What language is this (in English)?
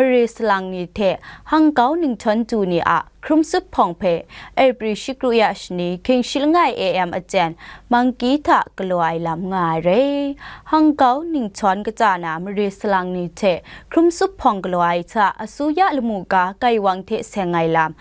Kachin